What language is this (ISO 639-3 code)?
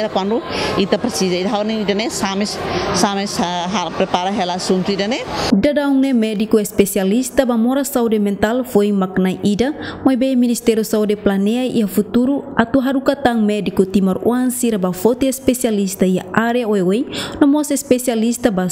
tet